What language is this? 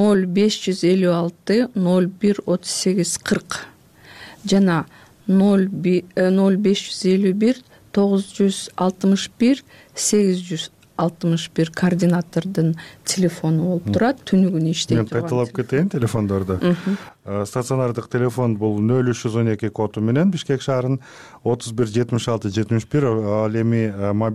Kyrgyz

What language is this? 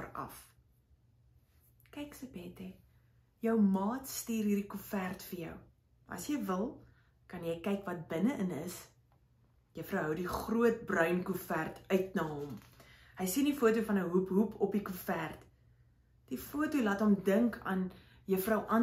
Afrikaans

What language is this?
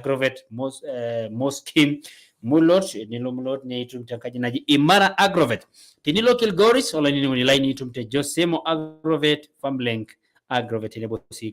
Masai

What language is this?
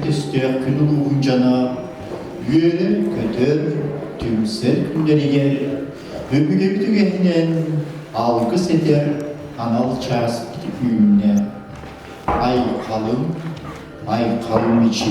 Yakut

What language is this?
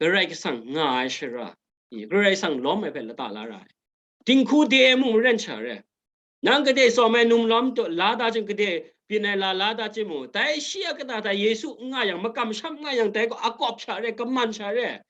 Kachin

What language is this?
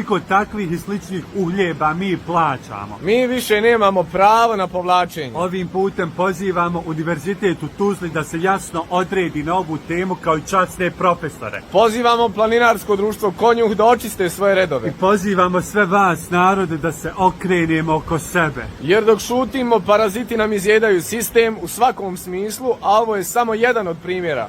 Bosnian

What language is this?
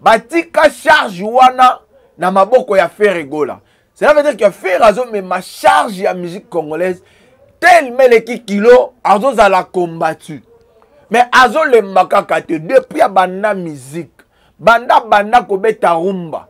Lingala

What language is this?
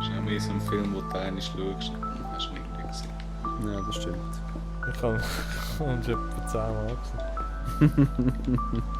Swiss German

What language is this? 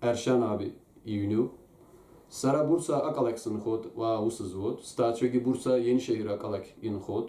Abkhazian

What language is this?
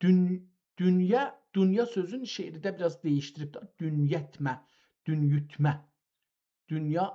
South Azerbaijani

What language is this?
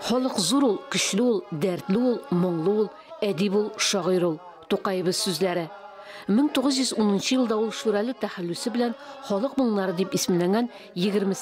Tatar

